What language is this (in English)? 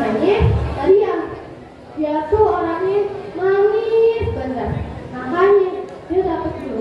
Betawi